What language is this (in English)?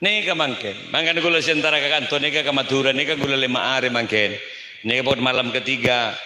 Madurese